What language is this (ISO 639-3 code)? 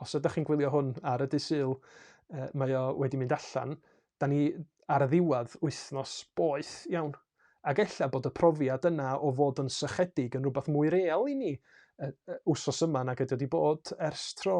cym